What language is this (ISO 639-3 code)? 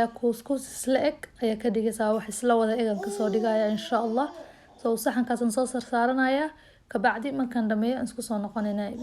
som